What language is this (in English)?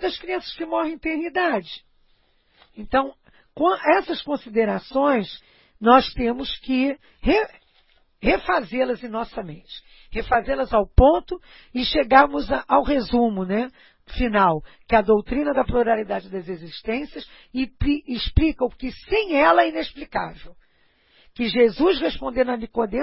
Portuguese